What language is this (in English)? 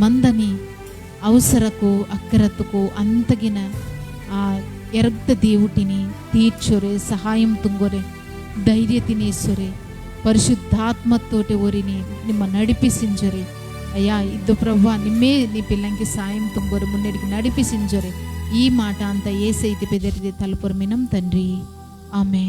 Koya